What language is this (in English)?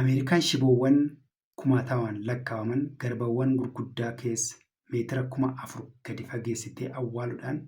Oromo